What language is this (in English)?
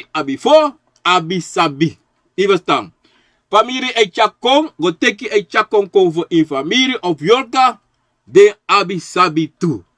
Sranan Tongo